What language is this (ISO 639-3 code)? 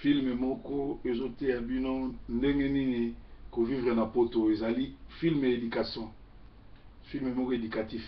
lin